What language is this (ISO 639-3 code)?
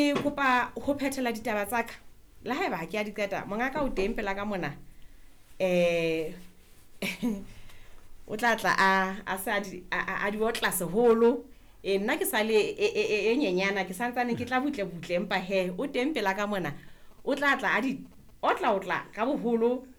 sot